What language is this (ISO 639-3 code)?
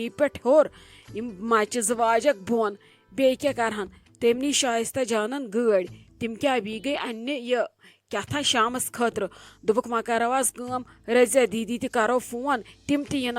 kas